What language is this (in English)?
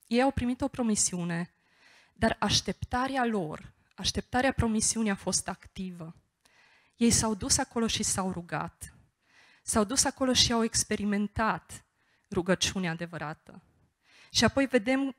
Romanian